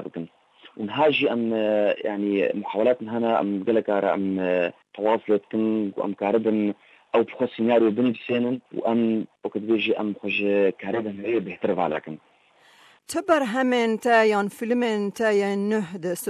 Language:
Kurdish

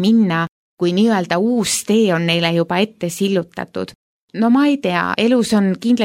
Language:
Estonian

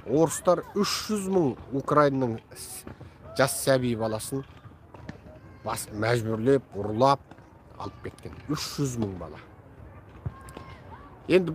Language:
Kazakh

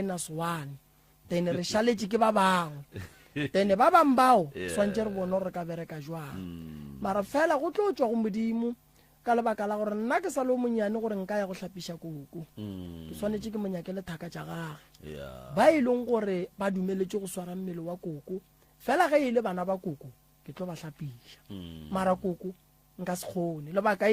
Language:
Northern Sotho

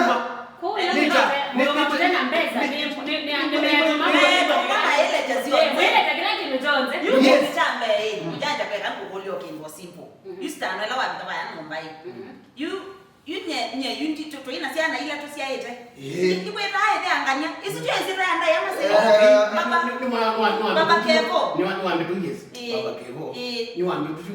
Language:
Kamba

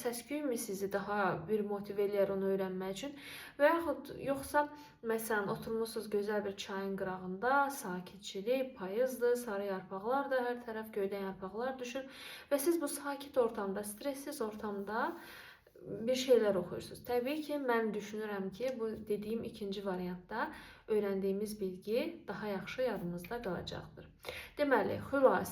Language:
Azerbaijani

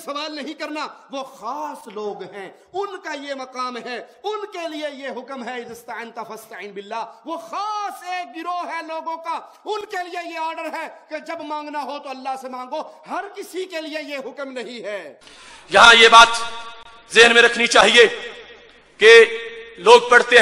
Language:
Urdu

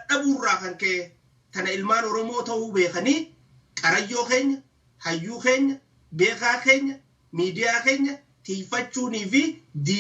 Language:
Oromo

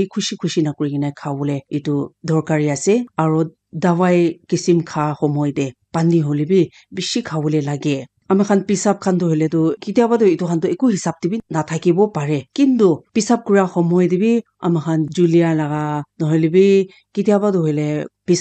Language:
Naga Pidgin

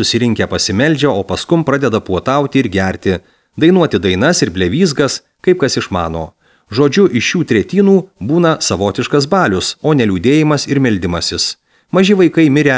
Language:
Lithuanian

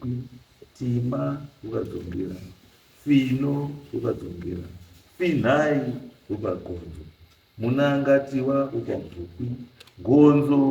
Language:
Shona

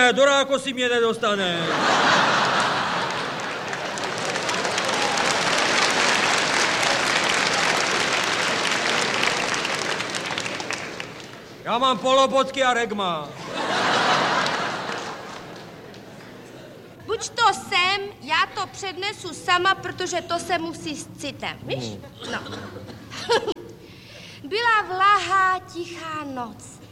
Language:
Czech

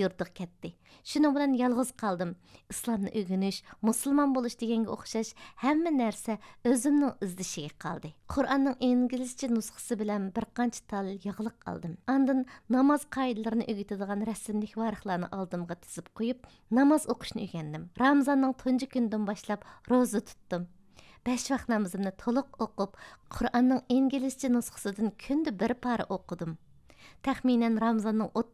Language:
Uyghur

